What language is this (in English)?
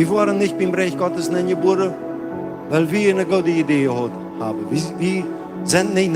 Plautdietsch